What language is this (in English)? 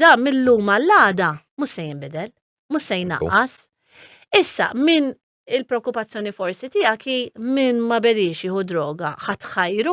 Maltese